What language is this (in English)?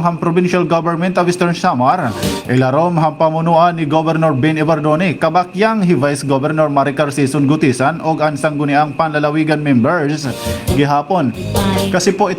Waray